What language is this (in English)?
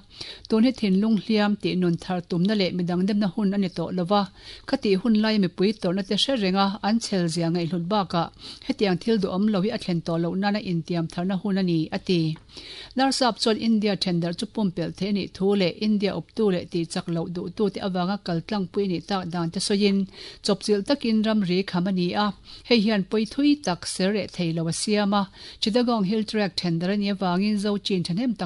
Mizo